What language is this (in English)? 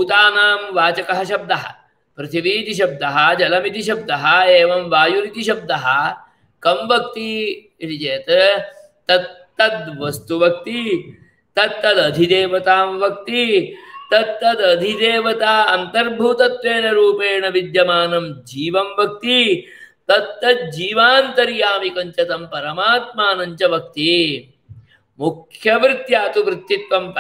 Sanskrit